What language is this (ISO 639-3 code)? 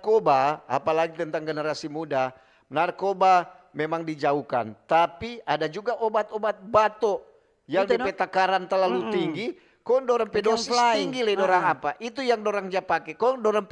xmm